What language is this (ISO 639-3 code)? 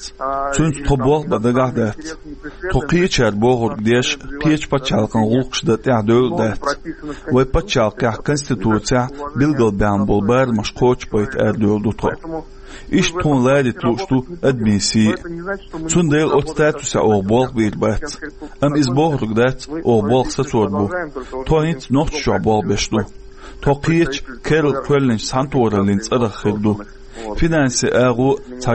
che